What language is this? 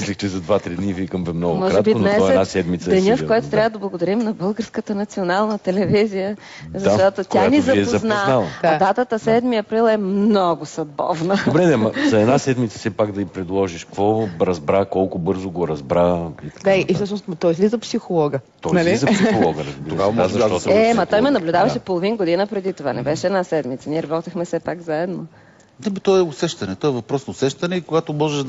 Bulgarian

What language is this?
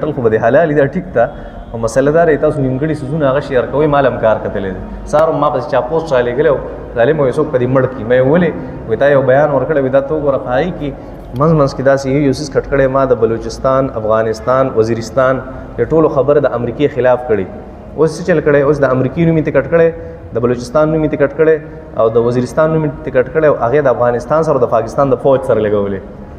Pashto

